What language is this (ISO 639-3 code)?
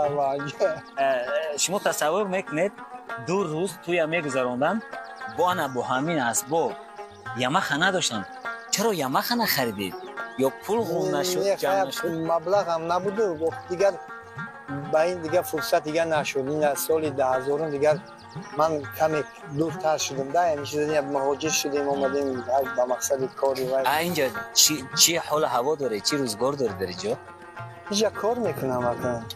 tgk